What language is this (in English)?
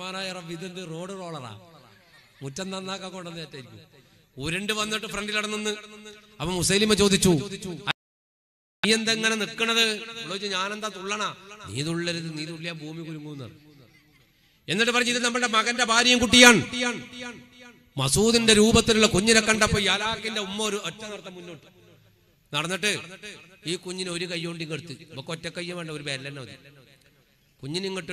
Malayalam